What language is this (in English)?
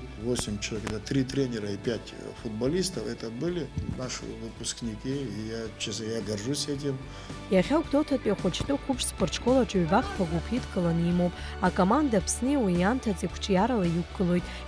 Abkhazian